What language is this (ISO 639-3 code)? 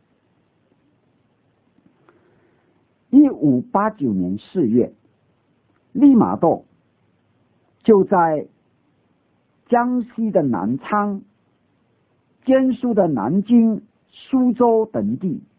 zho